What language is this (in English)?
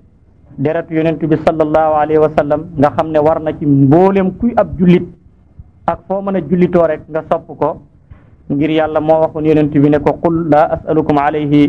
Wolof